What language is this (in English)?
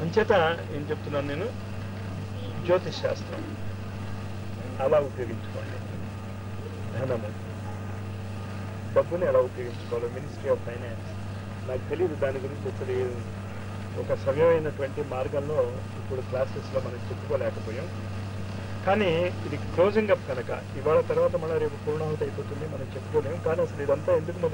Telugu